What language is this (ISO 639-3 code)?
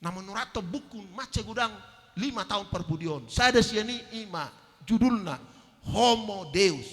bbc